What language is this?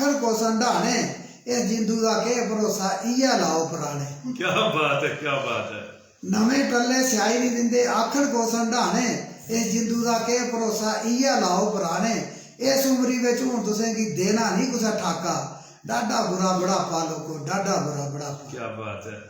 Dogri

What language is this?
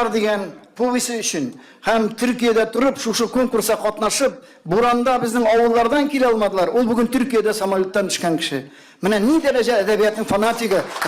Tatar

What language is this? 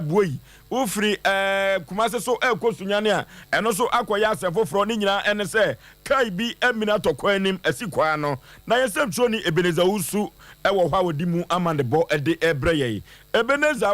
Akan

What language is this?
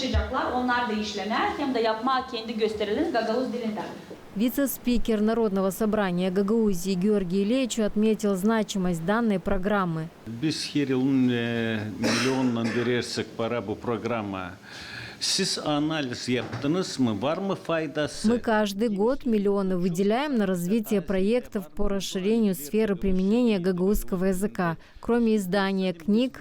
Gagauz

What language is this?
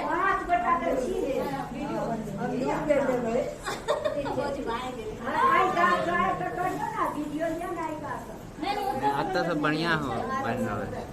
Maithili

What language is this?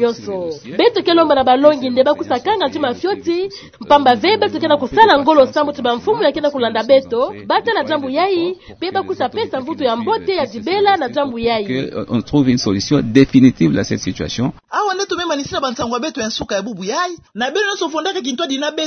Kituba (Democratic Republic of Congo)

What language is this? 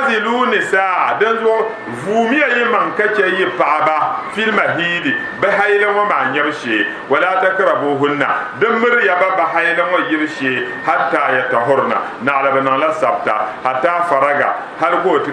Dagbani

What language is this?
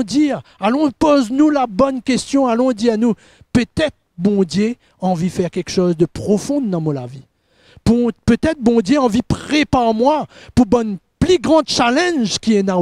Morisyen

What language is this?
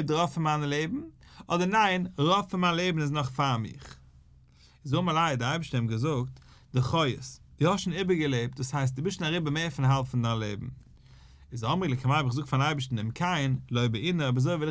Yiddish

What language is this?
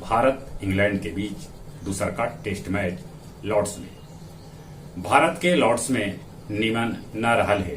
Magahi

